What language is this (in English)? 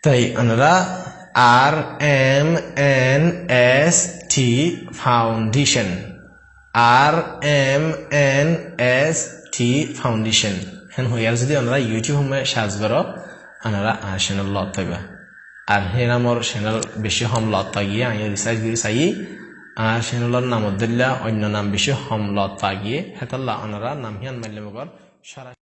Rohingya